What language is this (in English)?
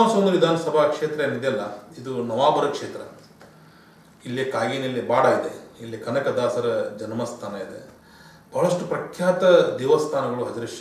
Kannada